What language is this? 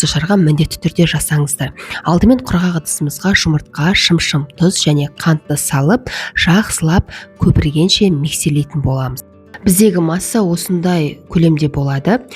Kazakh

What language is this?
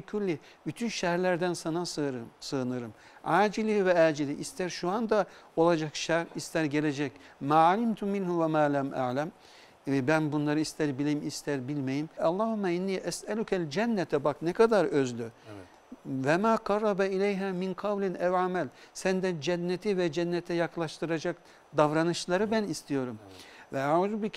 Turkish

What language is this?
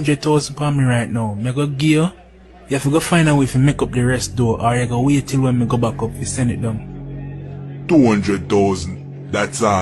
Jamaican Creole English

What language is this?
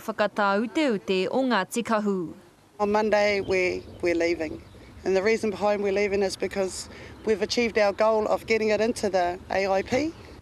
Māori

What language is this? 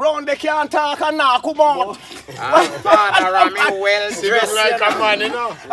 Jamaican Creole English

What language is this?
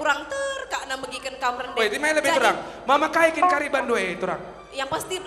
Batak Karo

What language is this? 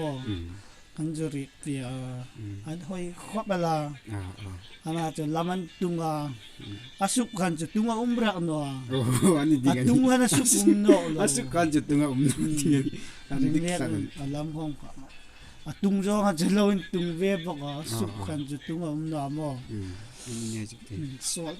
Hmar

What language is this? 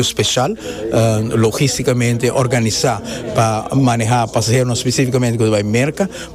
Papiamento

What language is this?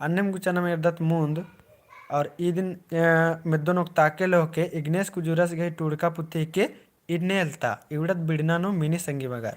Kurukh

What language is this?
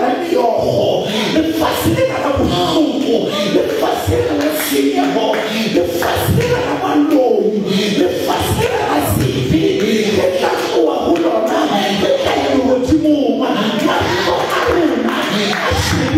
Southern Sotho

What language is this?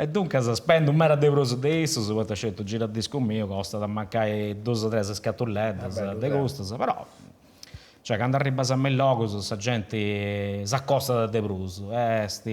Sardinian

